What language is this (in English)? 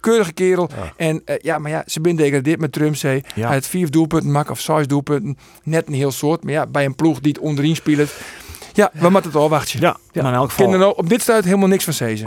Western Frisian